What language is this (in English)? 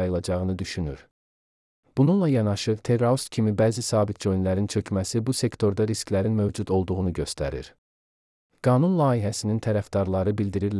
Azerbaijani